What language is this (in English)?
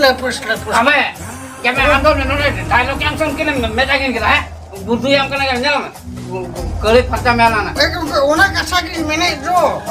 Santali